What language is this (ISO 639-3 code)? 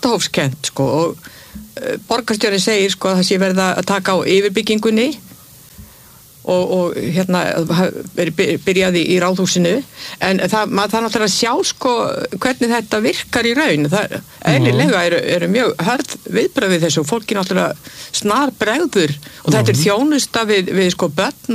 isl